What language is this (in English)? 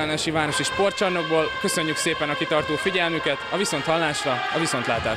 Hungarian